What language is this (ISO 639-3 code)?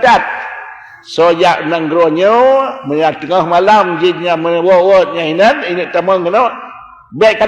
ace